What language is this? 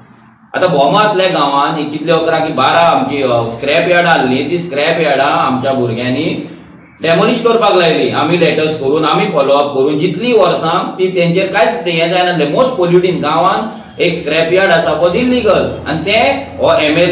Konkani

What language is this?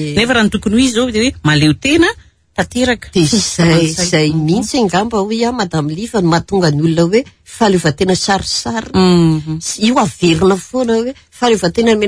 Malagasy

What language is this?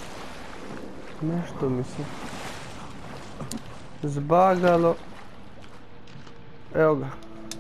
Croatian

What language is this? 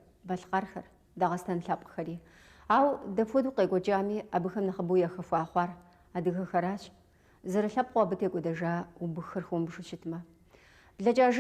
Kabardian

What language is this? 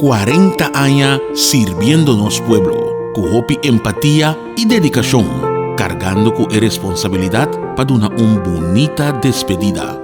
Papiamento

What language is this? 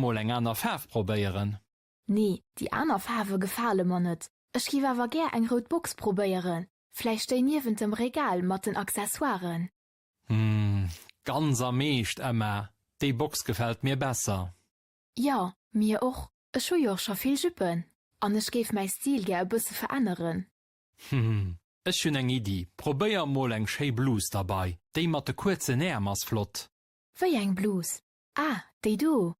Luxembourgish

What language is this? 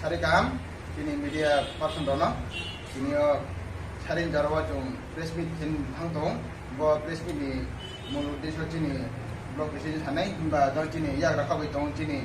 Riang (India)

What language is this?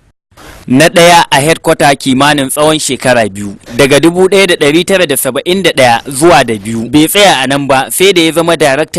Hausa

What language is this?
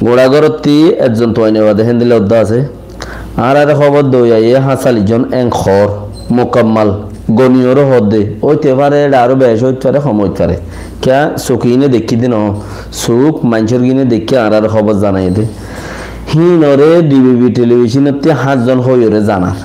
Rohingya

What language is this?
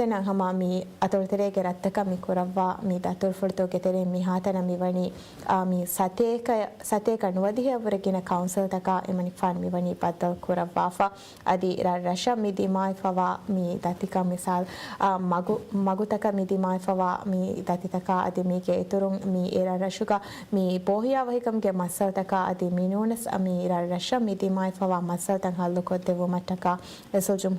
Divehi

